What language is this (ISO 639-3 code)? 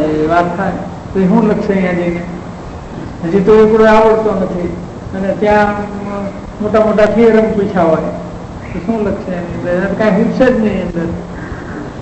guj